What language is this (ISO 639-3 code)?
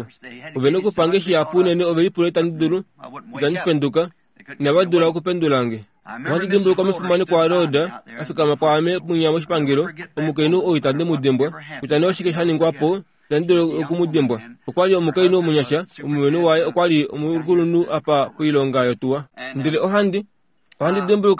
kua